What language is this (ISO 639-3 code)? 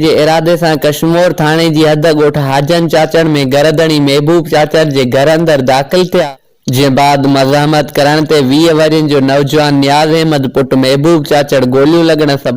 snd